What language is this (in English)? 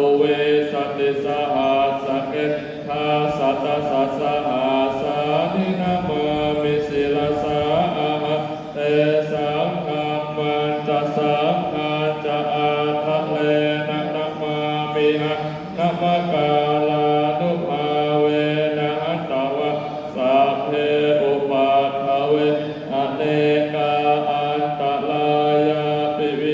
Pali